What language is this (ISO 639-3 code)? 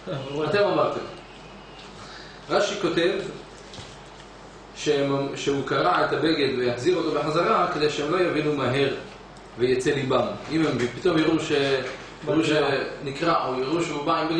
heb